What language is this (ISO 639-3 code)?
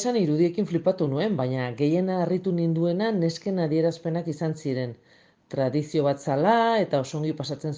eus